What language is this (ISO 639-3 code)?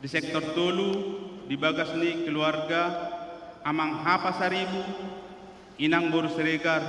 bbc